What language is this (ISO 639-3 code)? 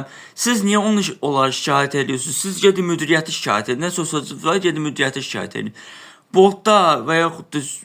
aze